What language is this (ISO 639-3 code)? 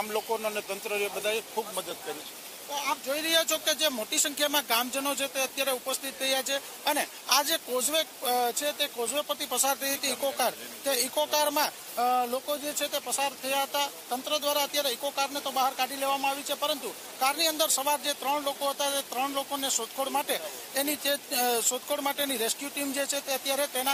guj